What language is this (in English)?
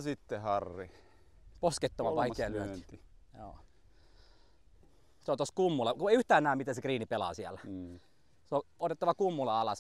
Finnish